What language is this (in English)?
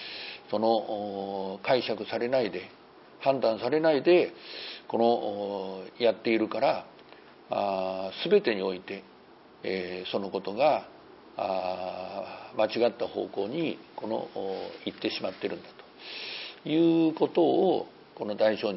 Japanese